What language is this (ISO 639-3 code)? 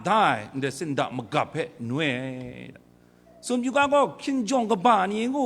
kac